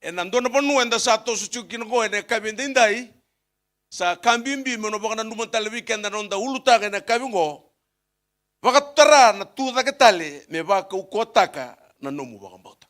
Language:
Fijian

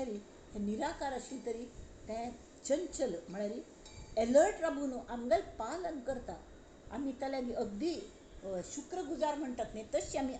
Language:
Konkani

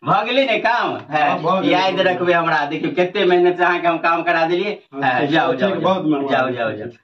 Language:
Maithili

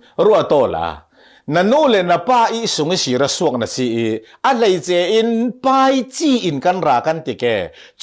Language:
Falam Chin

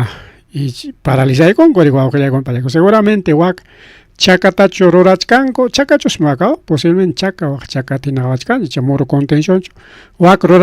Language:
Ayacucho Quechua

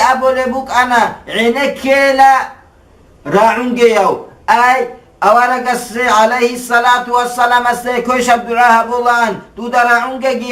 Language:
Avaric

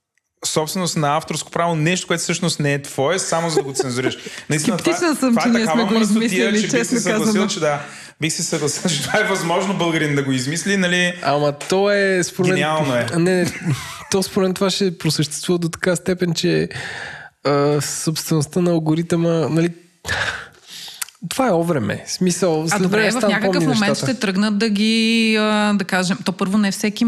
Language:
Bulgarian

